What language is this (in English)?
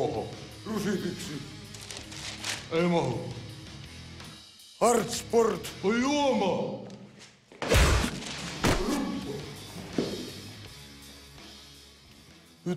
Finnish